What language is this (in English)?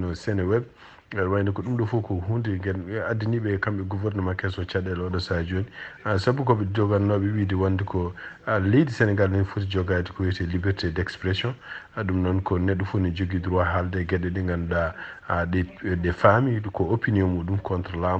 Fula